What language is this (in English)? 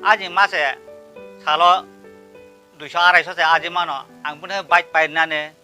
Kok Borok